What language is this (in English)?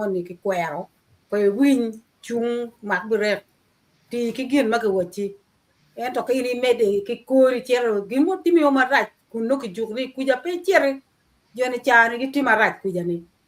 Acoli